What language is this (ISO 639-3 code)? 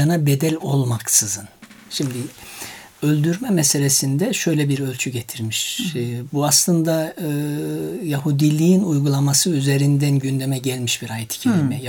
tur